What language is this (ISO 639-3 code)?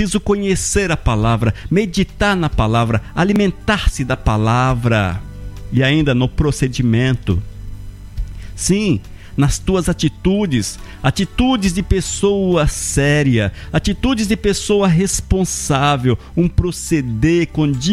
por